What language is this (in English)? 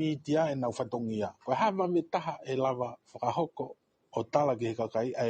Tongan